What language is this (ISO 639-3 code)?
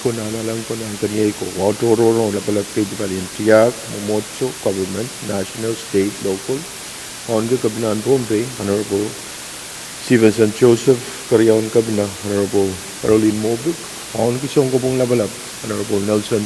pon